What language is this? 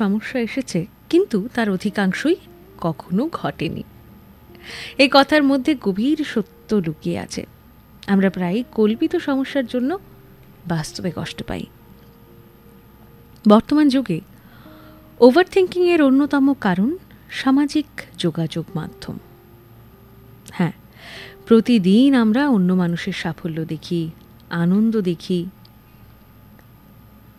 Bangla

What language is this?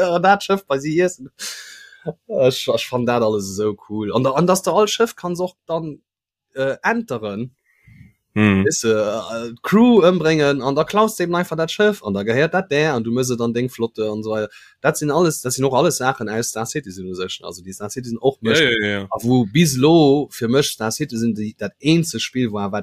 Luxembourgish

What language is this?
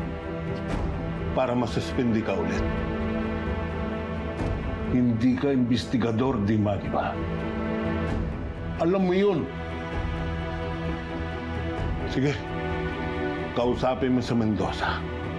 Filipino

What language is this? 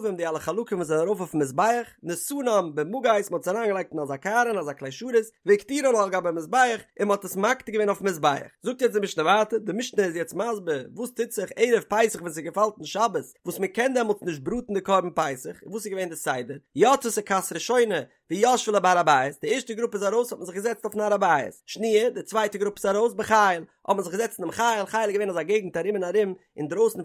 Yiddish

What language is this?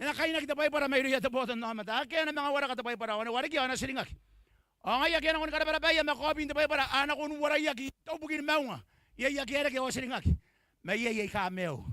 Gilbertese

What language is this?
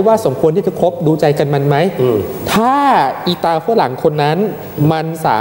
Thai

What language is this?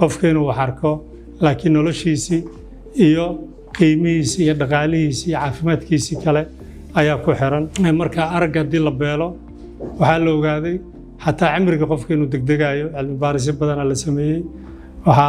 Somali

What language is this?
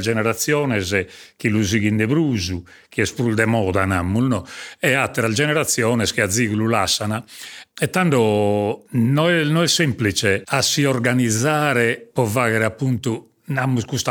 Sardinian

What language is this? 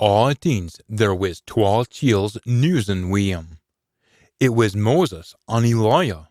Scots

